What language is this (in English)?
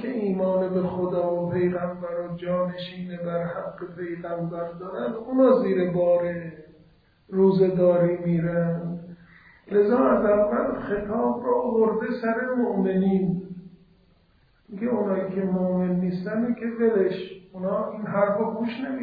Persian